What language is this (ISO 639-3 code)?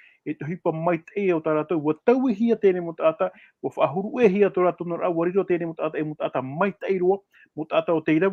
tah